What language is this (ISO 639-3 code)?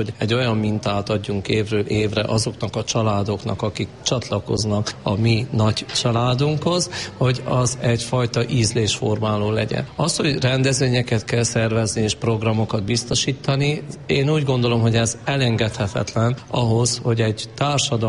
hun